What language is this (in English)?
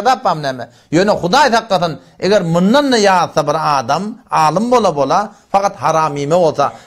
Turkmen